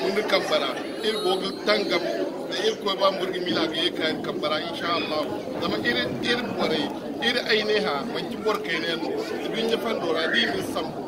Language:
Zarma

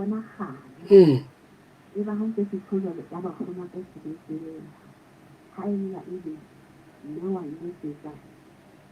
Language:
Southern Sotho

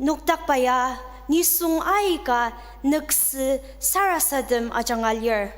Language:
Ao Naga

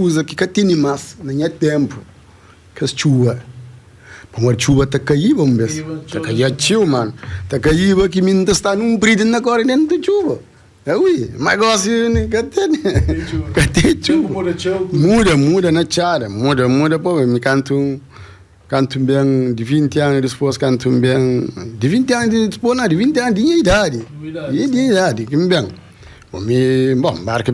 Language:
Kabuverdianu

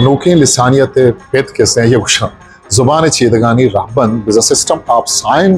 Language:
Eastern Balochi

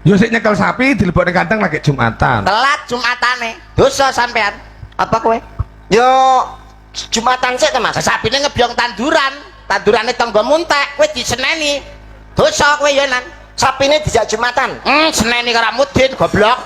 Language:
Javanese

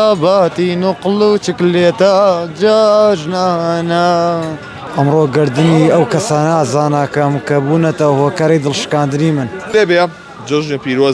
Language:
Central Kurdish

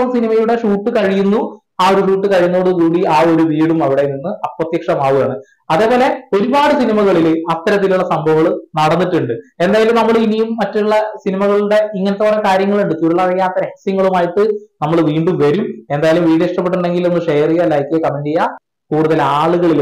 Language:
Malayalam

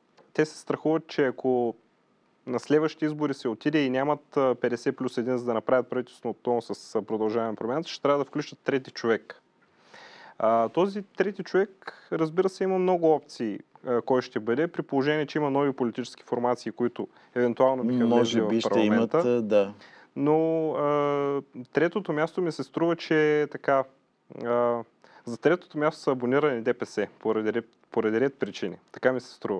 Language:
Bulgarian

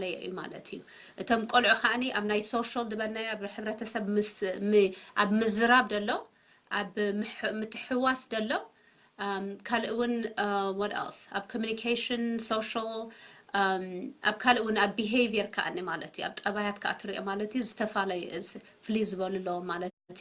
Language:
Tigrinya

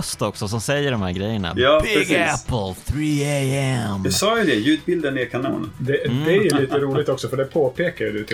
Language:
Swedish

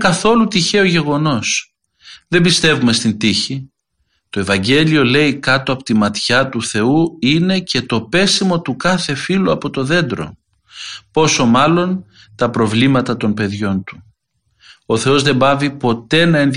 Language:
Greek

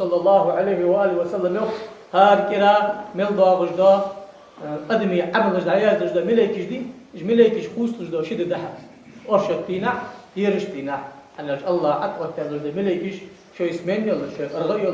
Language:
Ingush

